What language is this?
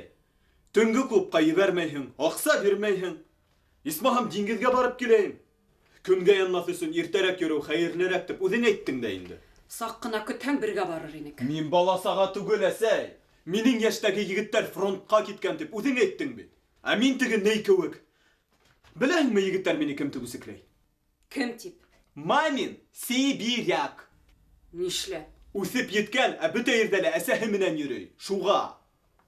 Bashkir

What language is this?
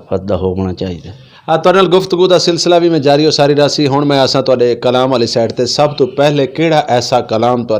Saraiki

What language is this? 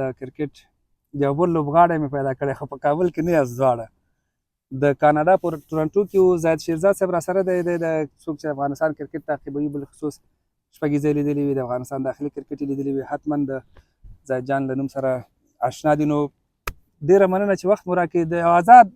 Pashto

